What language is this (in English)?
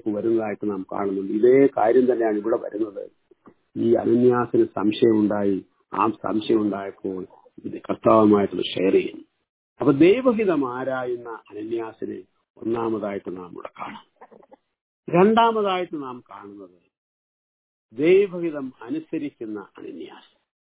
Malayalam